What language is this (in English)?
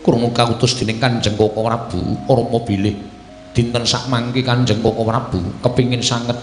Javanese